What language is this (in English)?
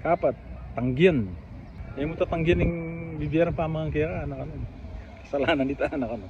Pampanga